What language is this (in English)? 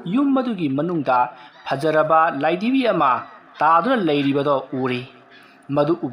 Manipuri